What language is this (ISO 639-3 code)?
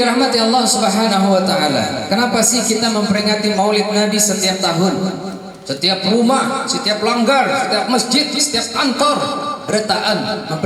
bjn